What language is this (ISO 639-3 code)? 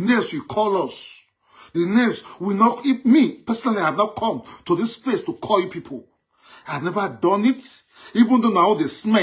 pcm